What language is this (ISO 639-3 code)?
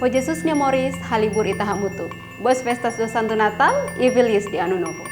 tet